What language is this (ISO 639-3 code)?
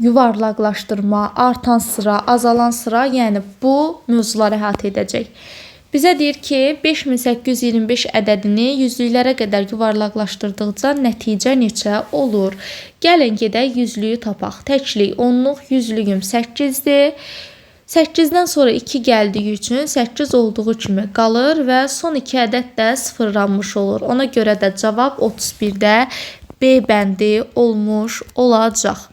aze